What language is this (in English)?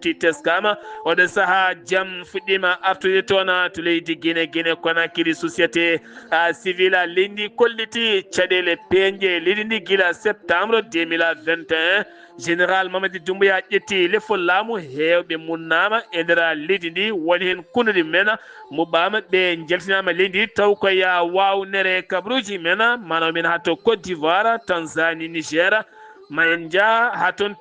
Fula